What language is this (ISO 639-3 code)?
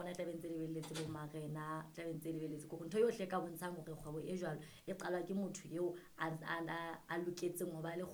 sot